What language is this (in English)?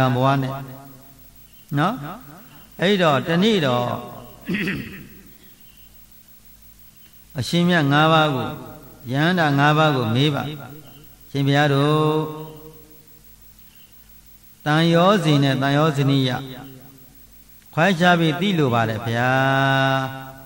Burmese